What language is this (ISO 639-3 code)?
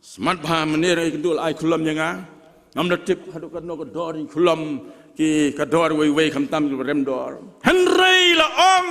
kha